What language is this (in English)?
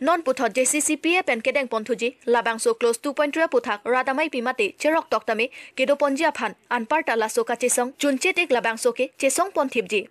Karbi